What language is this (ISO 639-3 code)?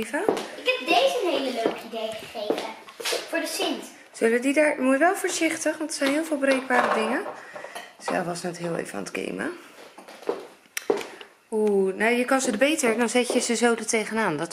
nld